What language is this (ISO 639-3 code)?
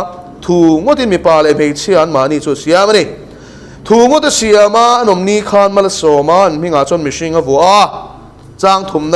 lus